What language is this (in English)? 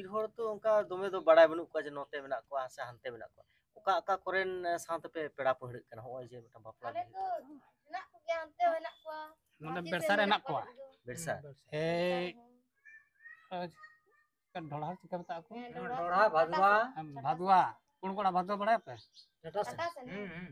Santali